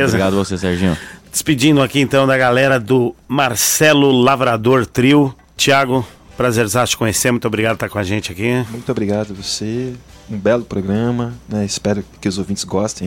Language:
Portuguese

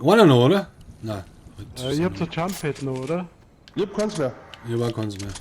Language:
Bavarian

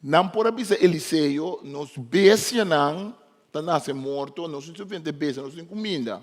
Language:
Papiamento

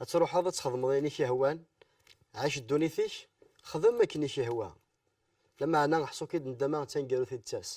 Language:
Kabyle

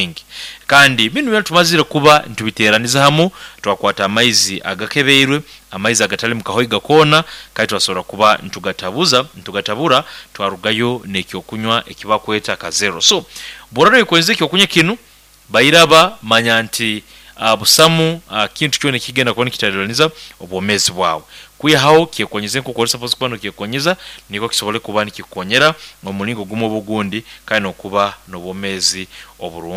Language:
Nyoro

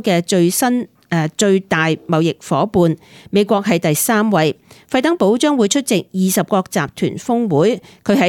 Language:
Cantonese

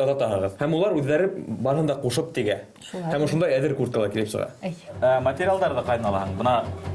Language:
Bashkir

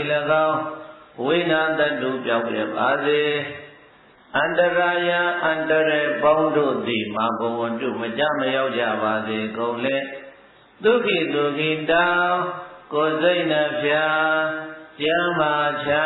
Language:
Burmese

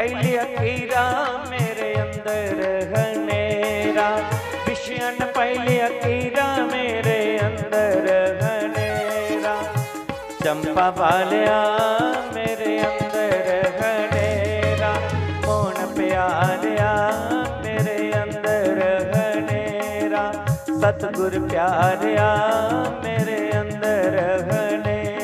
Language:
Dogri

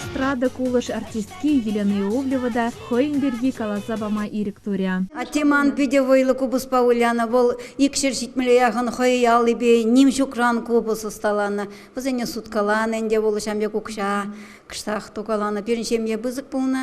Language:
Chuvash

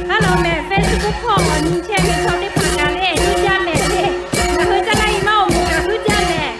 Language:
Lahu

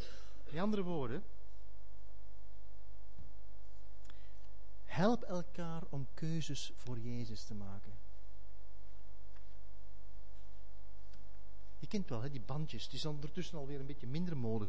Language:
Dutch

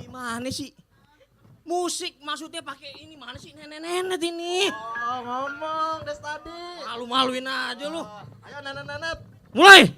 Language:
Betawi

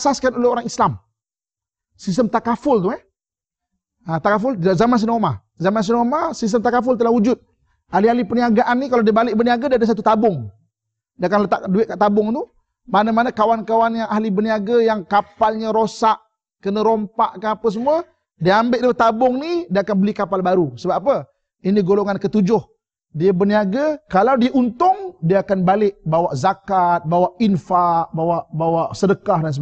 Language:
Malay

